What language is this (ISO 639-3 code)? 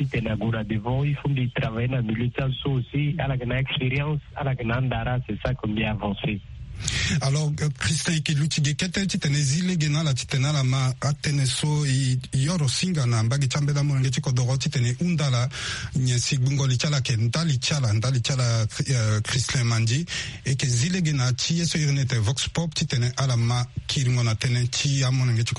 sag